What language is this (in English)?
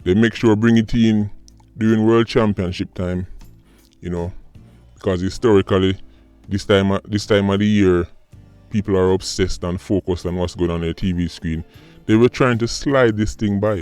Jamaican Creole English